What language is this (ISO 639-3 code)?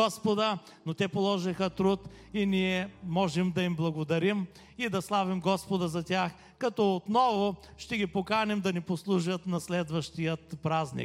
bul